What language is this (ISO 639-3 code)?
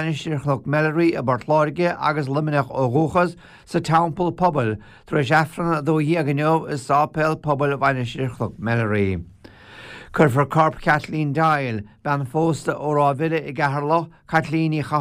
gle